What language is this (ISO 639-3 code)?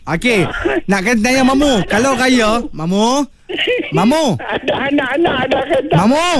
msa